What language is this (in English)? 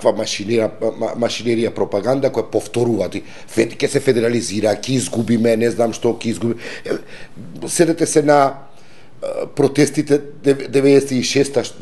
Macedonian